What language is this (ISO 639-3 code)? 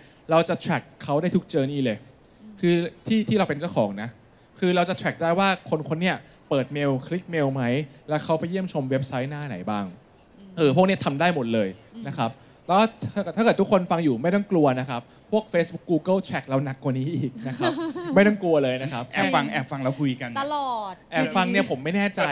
tha